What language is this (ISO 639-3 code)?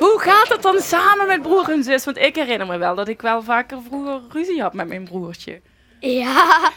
lim